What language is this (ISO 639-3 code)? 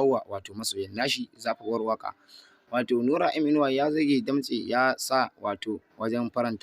hau